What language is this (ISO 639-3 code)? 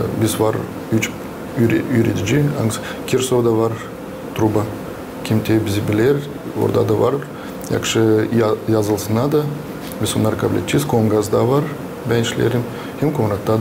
gag